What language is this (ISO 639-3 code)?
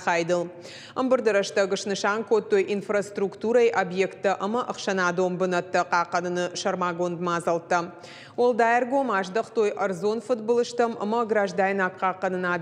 oss